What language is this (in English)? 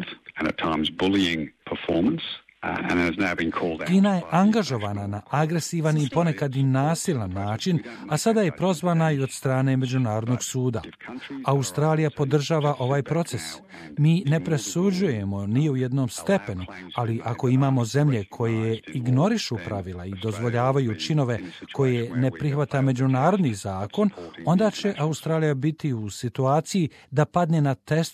Croatian